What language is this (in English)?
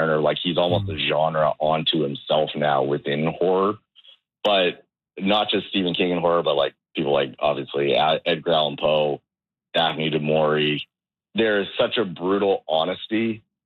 English